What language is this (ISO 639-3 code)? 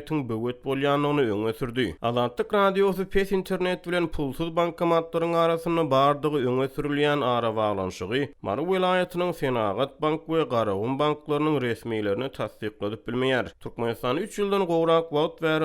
tuk